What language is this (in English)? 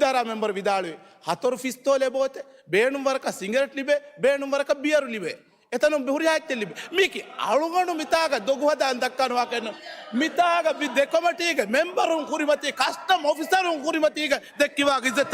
Divehi